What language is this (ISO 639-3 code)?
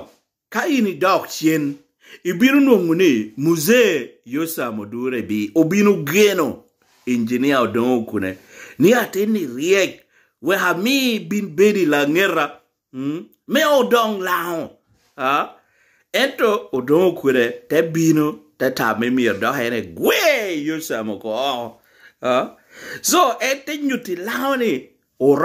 laj